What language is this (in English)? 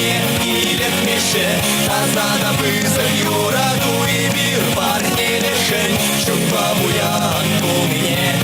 Chuvash